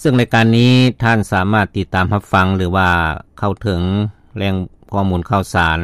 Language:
Lao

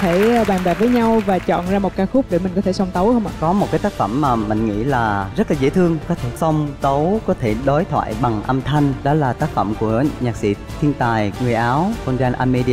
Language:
Vietnamese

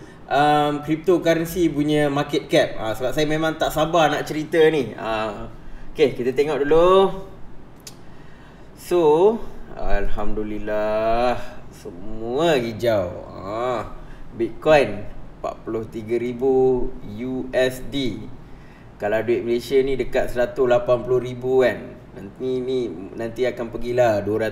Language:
Malay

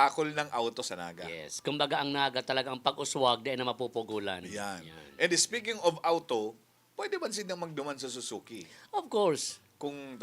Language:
Bikol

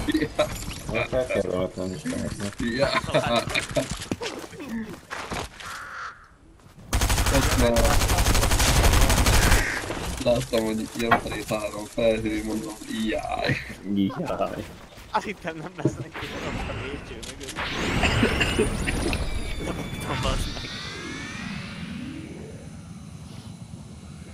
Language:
Hungarian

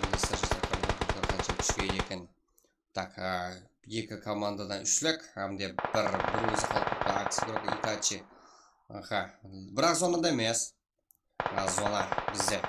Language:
Kara-Kalpak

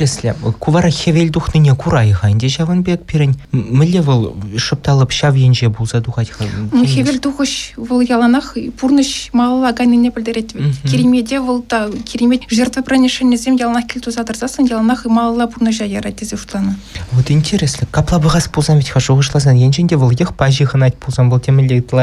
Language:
Chuvash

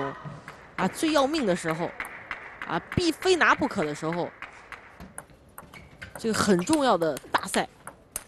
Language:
Chinese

